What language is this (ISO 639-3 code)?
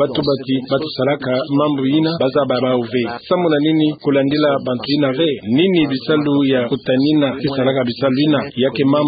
ktu